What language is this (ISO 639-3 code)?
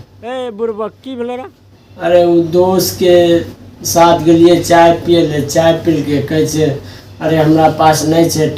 mai